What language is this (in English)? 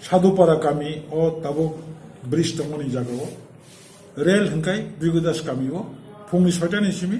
Kok Borok